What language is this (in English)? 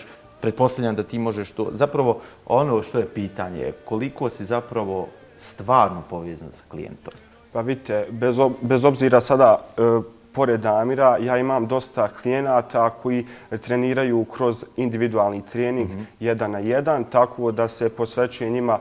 Bosnian